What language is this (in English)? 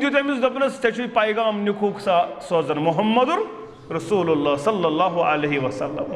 Kashmiri